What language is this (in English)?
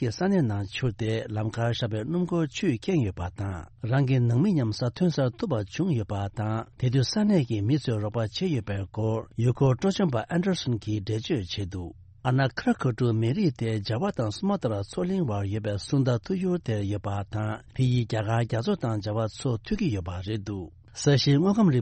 Tibetan